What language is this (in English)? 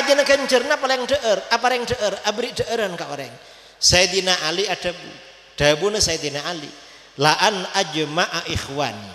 Madurese